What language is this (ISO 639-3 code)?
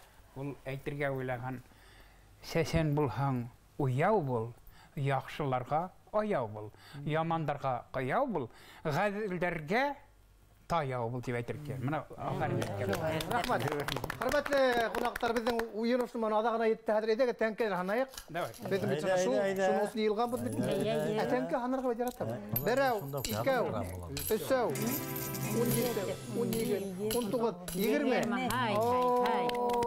bak